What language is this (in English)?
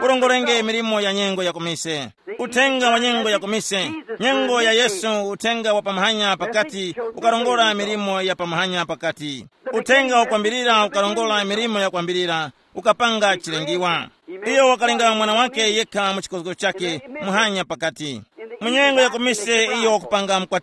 Tumbuka